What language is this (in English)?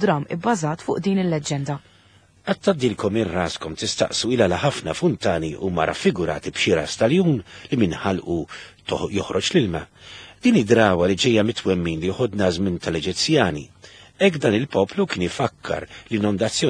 Maltese